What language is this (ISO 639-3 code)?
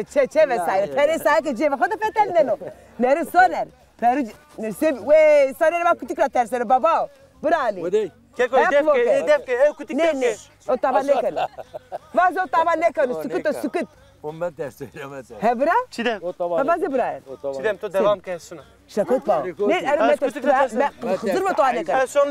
zza